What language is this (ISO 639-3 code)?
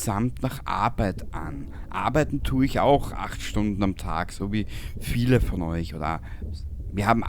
bar